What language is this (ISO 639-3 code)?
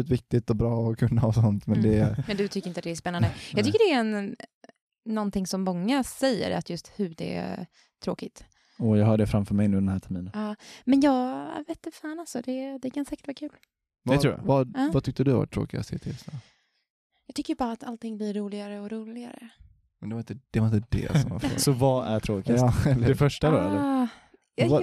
swe